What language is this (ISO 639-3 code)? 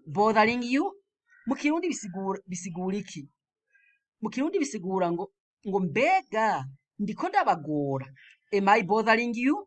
run